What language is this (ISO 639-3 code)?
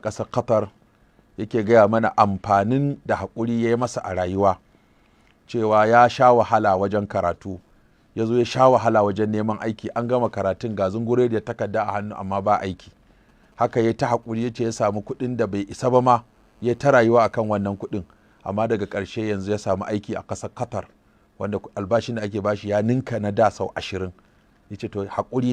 hau